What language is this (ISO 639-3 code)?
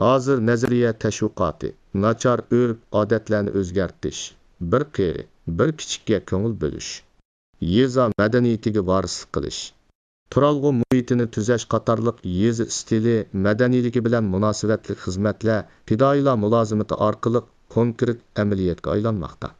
uig